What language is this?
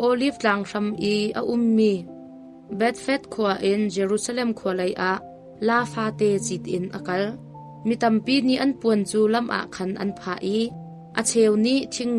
Hakha Chin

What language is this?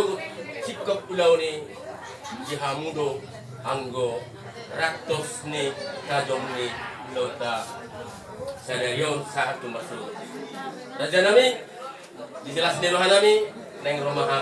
Batak Toba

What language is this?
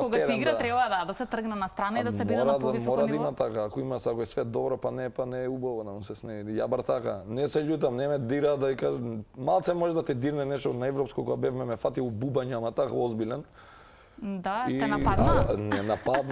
Macedonian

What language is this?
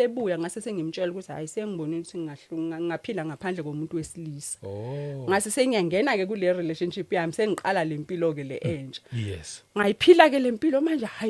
Zulu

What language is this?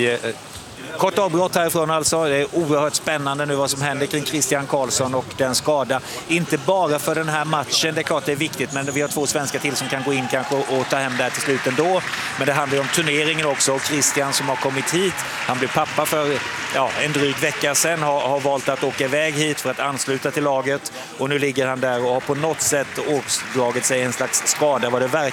Swedish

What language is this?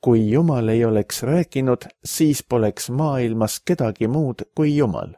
Estonian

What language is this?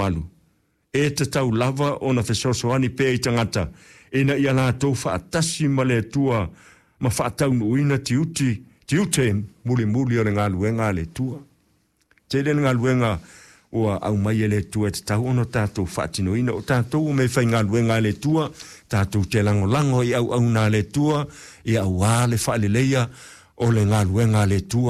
Samoan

